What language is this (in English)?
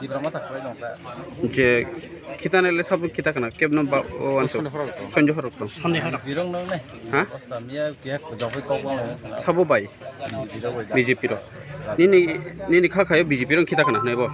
Kok Borok